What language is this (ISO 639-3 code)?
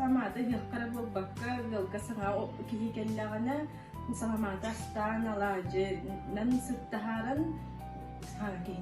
sah